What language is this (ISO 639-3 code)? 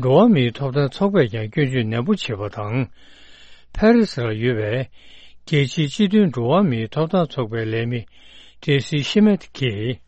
bod